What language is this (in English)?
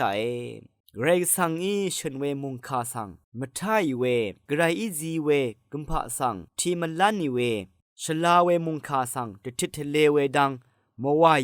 Rawang